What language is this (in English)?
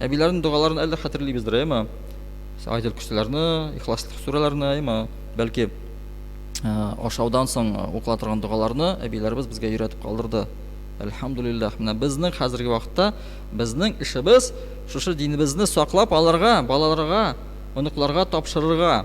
Tatar